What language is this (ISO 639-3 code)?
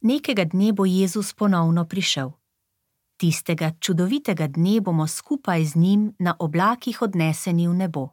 slv